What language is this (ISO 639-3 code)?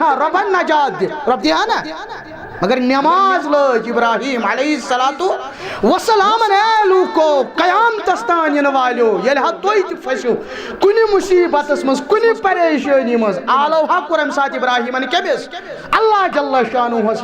kas